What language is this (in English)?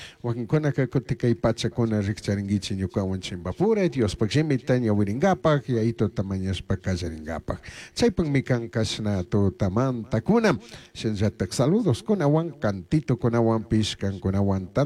Chimborazo Highland Quichua